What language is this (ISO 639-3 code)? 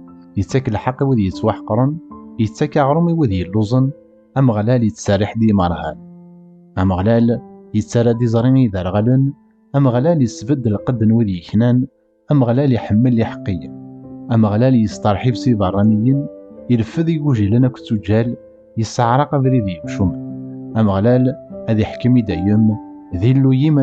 kab